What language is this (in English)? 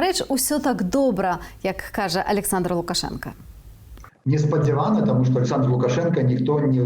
Belarusian